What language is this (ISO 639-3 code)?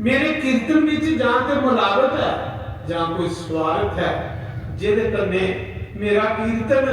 doi